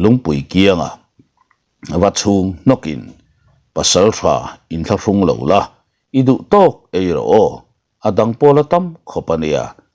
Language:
Mizo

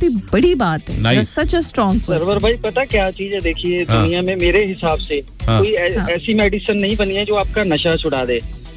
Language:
Hindi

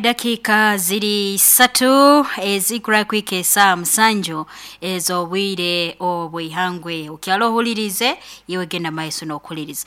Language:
Nyankole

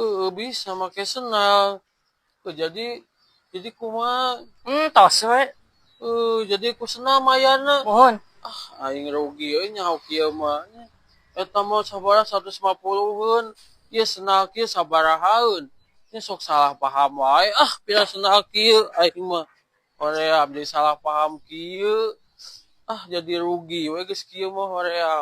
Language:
Sundanese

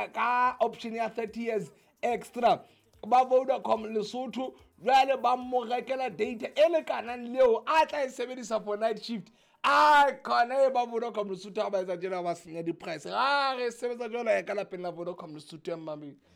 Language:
Southern Sotho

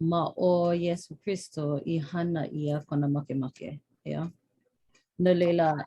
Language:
Hawaiian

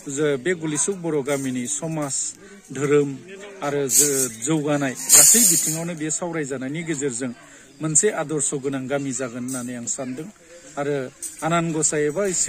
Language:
Bodo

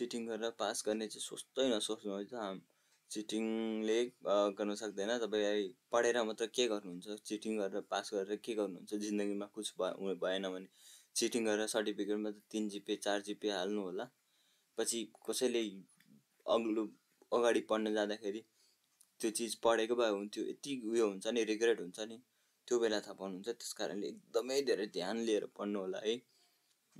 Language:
Nepali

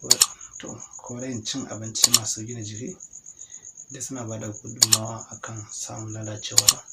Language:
Hausa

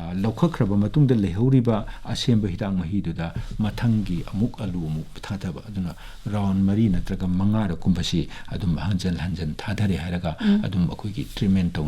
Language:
Manipuri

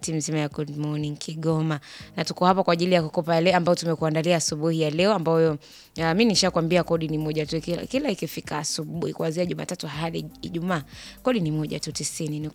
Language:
Swahili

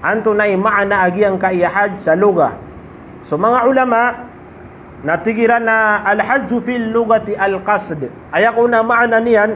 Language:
Maranao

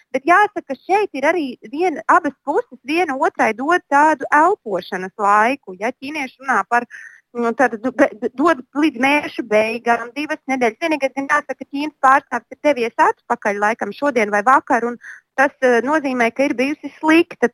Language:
Latvian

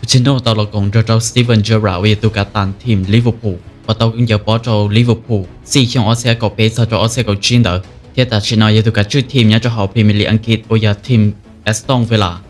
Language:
Hmong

